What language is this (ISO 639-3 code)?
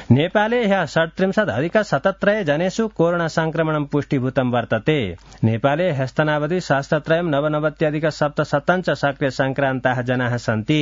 san